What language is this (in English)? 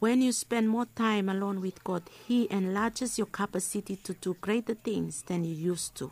Bislama